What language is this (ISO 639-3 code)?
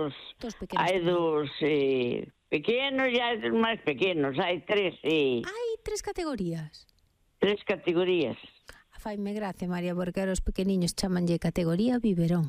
glg